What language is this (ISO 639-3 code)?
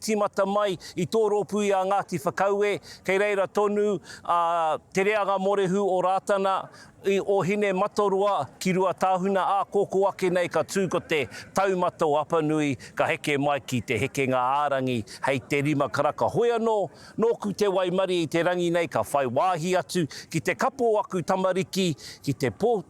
mri